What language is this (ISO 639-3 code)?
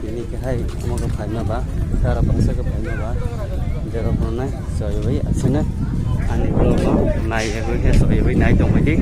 trp